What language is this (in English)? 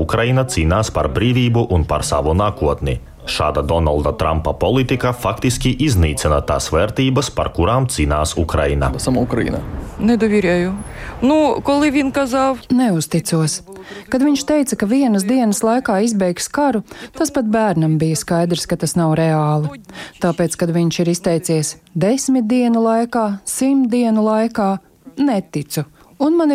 Latvian